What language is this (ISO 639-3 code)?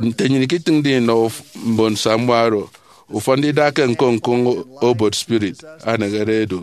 efi